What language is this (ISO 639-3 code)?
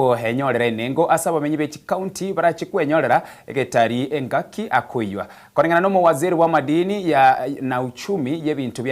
guz